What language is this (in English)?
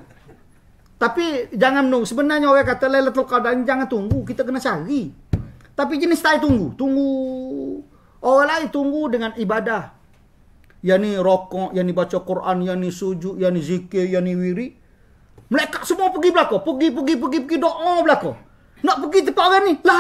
Malay